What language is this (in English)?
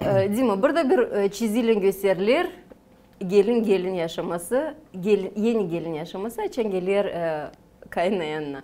Gagauz